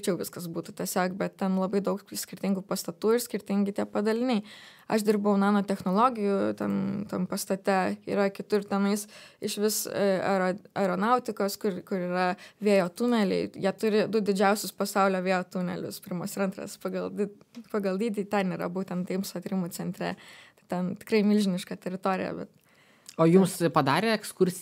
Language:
Lithuanian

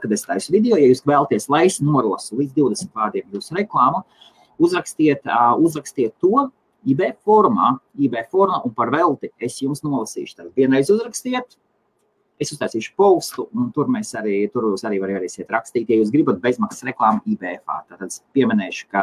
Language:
Latvian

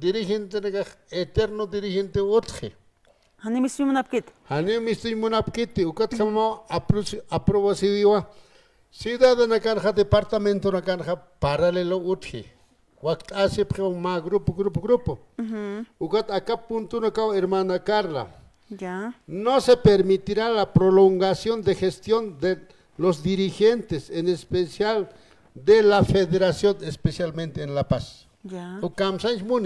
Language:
Aymara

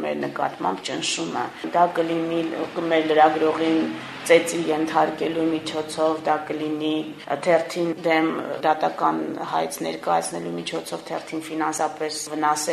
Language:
Armenian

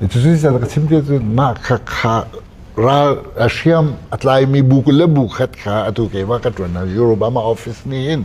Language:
Hakha Chin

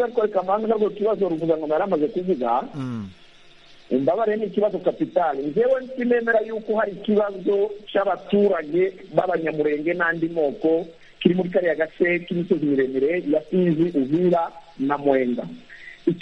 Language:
Kinyarwanda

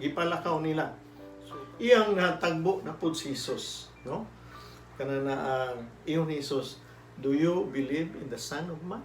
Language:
Cebuano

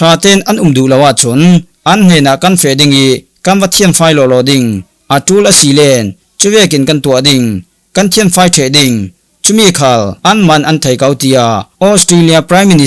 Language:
Falam Chin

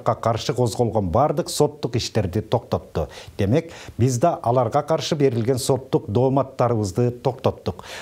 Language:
Kyrgyz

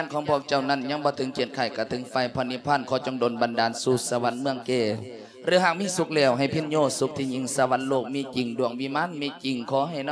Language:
Lao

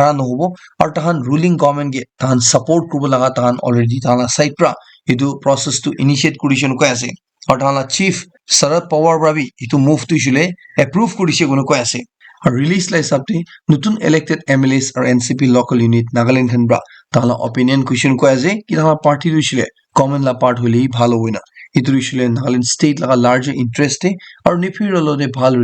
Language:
Naga Pidgin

